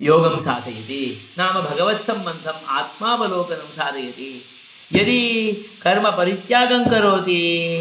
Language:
Sanskrit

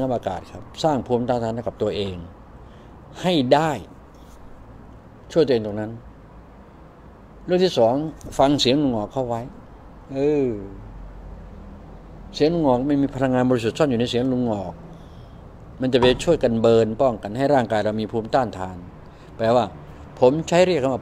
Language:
Thai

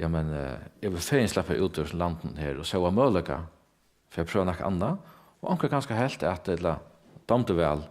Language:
Faroese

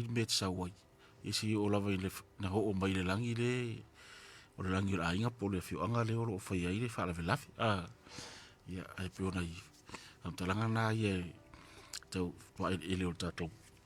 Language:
Samoan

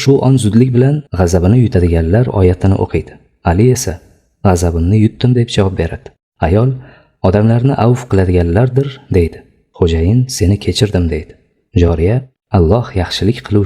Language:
Uzbek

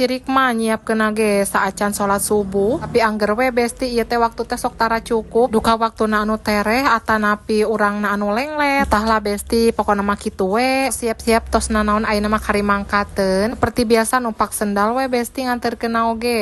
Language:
Sundanese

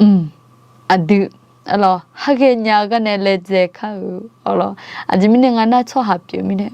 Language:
Akha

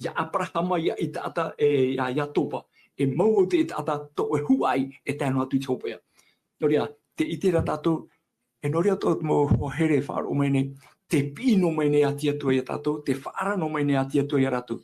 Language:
Tahitian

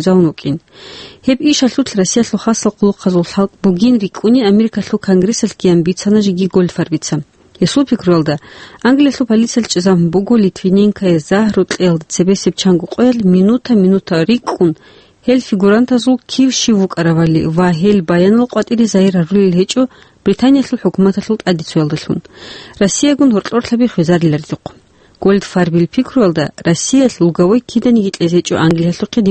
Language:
Avaric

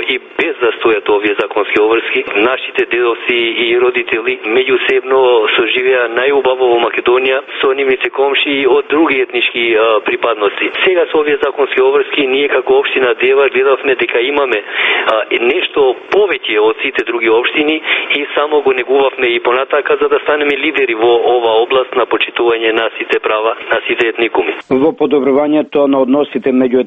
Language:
Macedonian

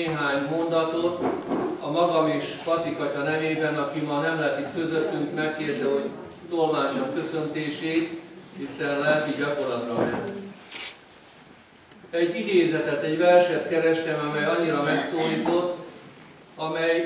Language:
Hungarian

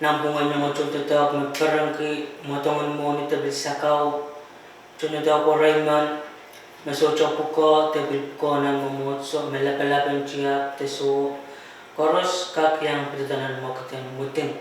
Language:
Pohnpeian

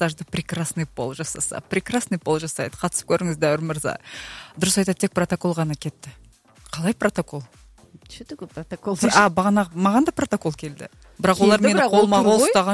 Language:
Kazakh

